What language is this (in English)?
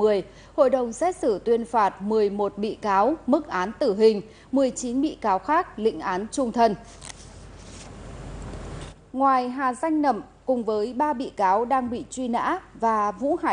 Vietnamese